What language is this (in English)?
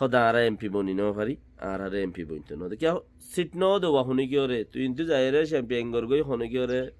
Rohingya